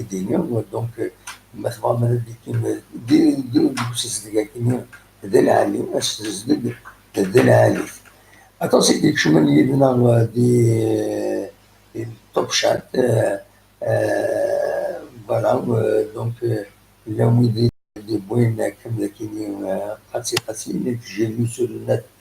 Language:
Kabyle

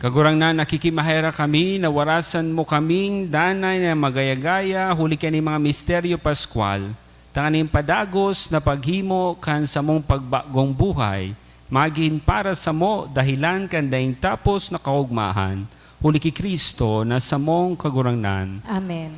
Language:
Bikol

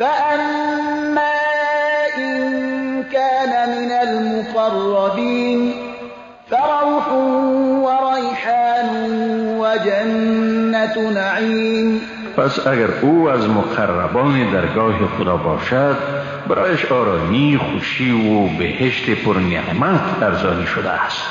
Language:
Persian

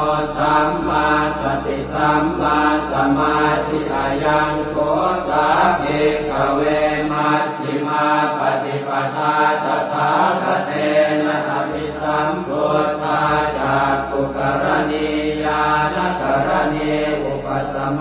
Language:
Pali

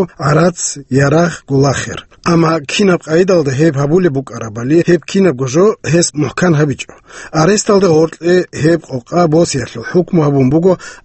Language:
Avaric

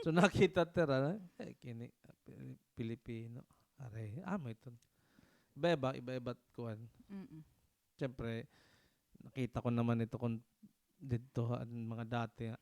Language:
Waray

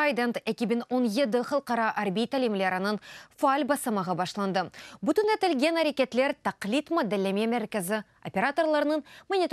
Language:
Crimean Tatar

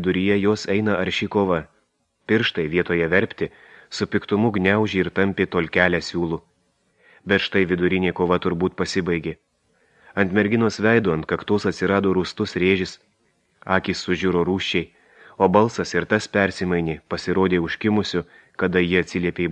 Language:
Lithuanian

